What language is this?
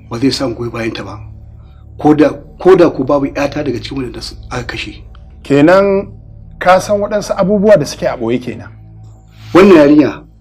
Hausa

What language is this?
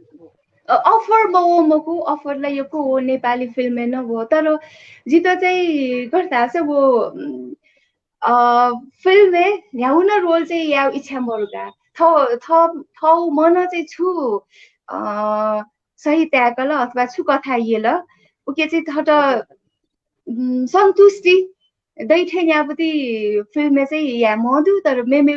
Newari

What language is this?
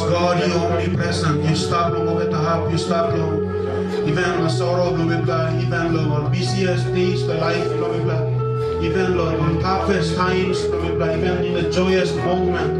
Tok Pisin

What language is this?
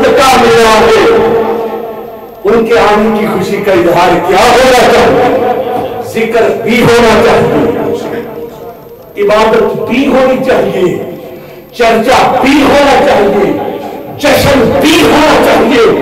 Urdu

